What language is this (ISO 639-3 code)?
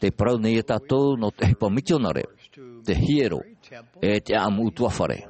tah